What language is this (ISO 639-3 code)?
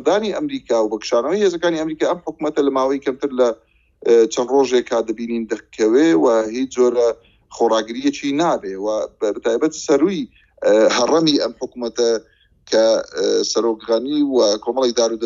ckb